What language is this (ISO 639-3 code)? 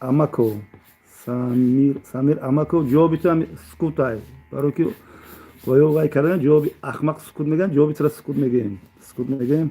tgk